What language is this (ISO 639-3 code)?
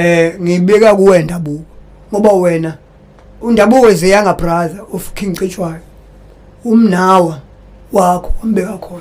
zul